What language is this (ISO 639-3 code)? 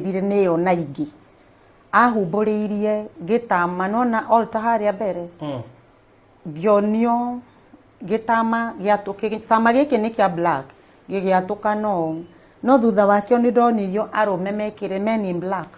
kik